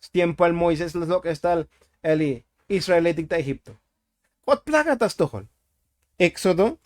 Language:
Tzotzil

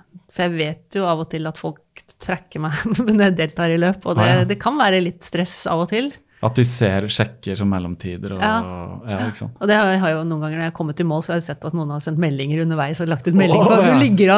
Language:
Norwegian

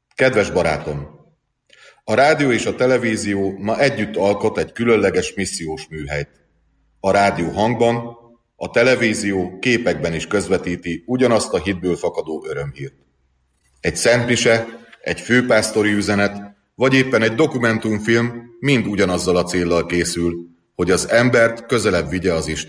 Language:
Hungarian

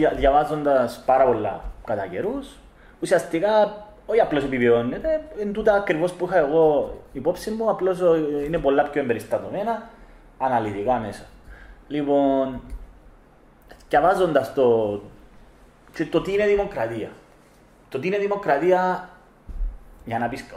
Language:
Greek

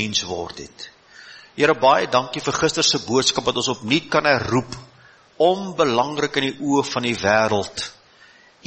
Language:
Afrikaans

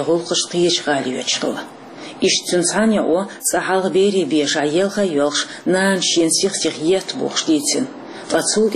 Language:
Chechen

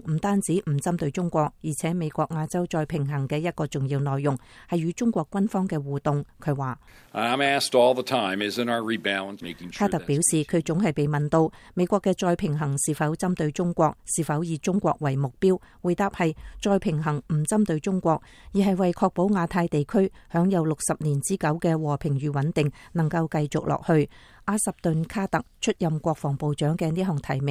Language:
Cantonese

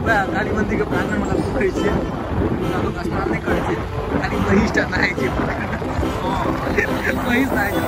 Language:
Maithili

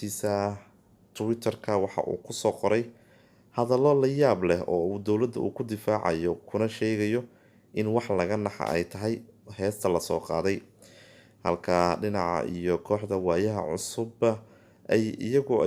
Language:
Somali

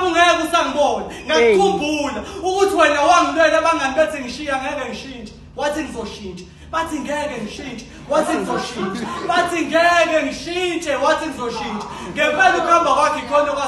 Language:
Zulu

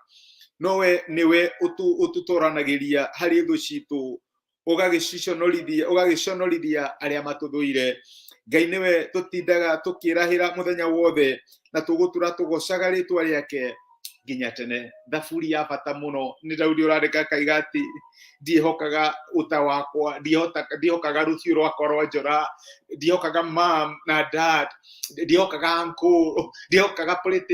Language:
Kikuyu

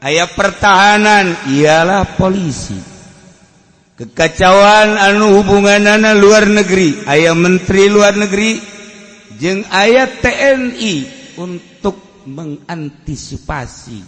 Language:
Sundanese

